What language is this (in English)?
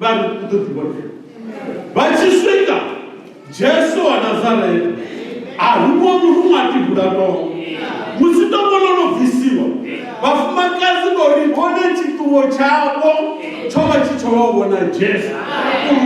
Venda